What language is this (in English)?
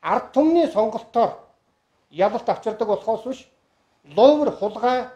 Mongolian